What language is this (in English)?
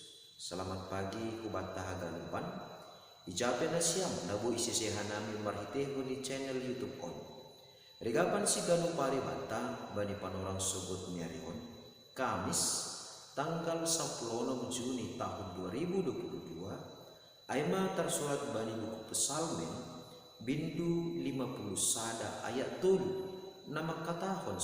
Batak Simalungun